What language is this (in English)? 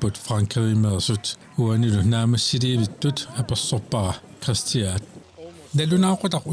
Kalaallisut